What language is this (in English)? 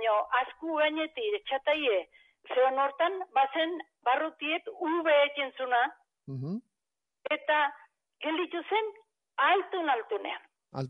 Basque